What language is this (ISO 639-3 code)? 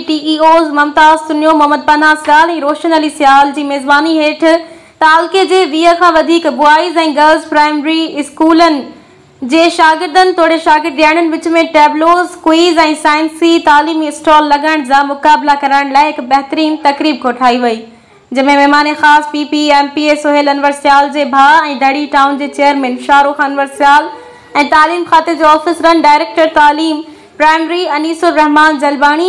snd